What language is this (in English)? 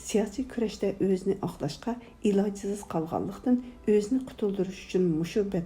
Uyghur